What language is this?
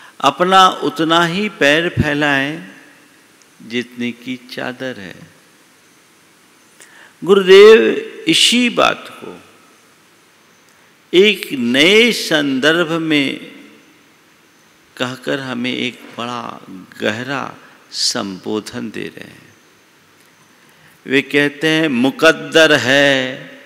Hindi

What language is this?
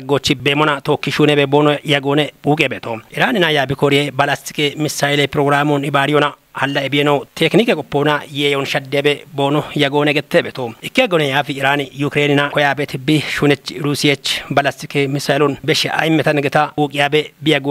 Kafa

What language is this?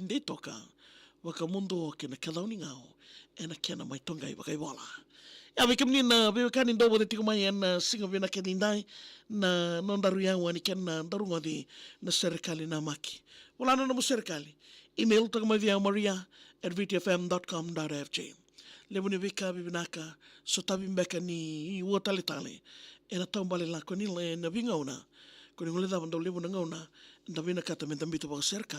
Fijian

